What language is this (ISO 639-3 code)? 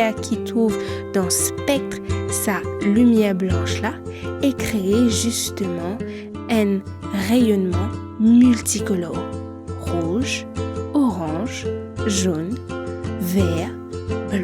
mfe